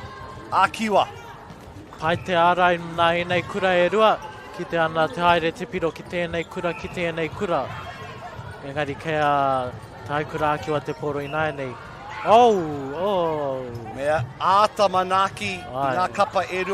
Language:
Māori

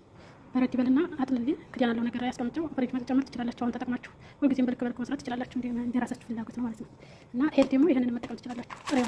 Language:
Amharic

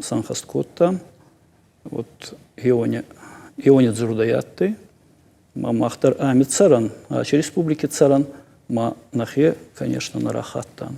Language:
Ossetic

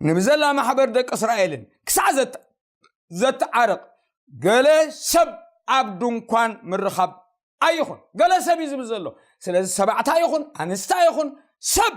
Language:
Tigrinya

